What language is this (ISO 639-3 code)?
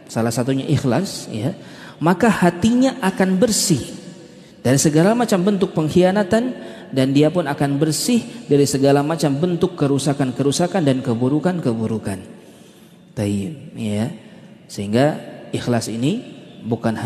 ind